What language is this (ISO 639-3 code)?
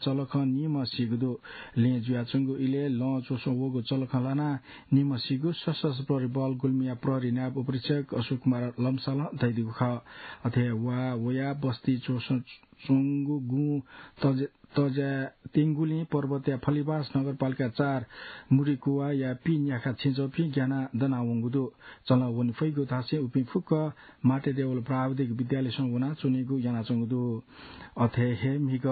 new